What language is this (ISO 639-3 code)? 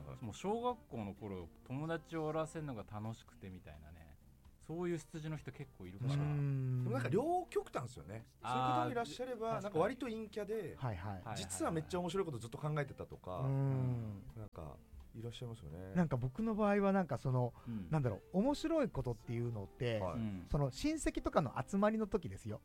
jpn